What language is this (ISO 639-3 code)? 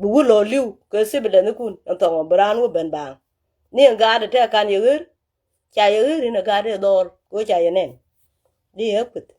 nus